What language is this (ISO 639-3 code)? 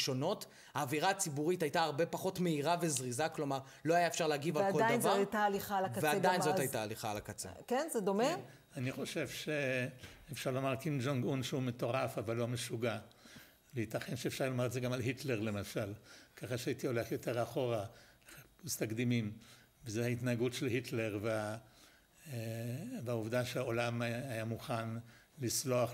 heb